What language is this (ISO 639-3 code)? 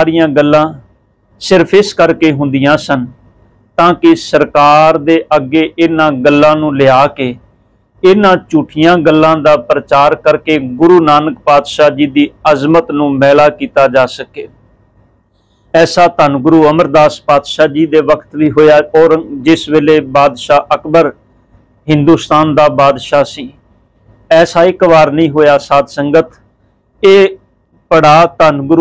pan